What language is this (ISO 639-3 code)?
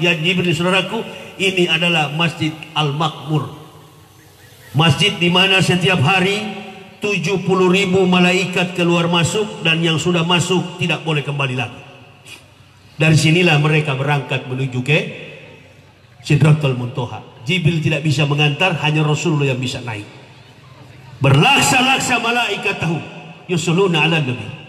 ind